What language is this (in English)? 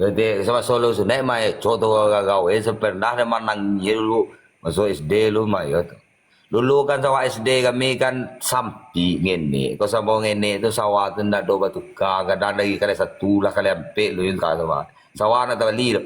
Minangkabau